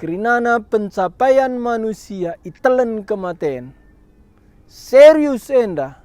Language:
Batak Karo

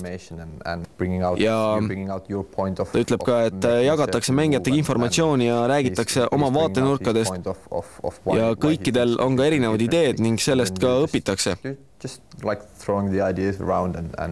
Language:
Estonian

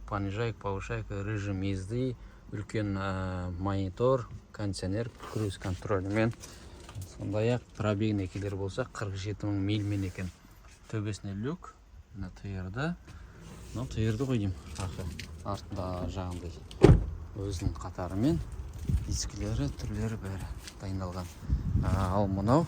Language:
Kazakh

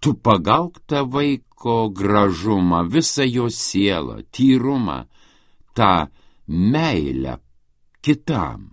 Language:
Lithuanian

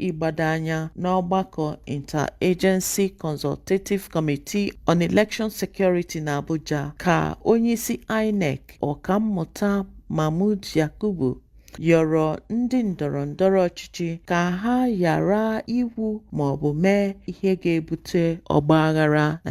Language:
Igbo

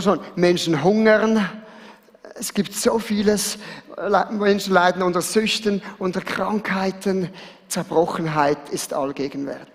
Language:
Swiss German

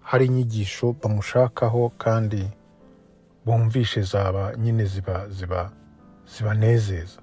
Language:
Kinyarwanda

